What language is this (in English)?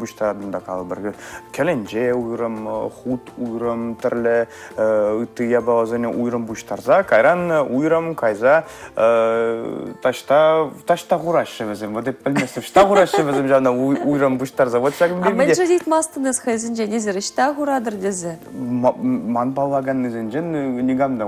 Chuvash